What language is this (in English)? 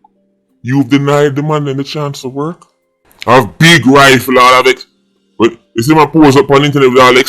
Jamaican Creole English